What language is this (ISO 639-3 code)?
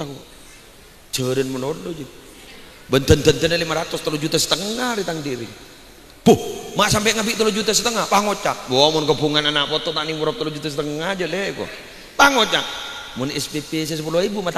mad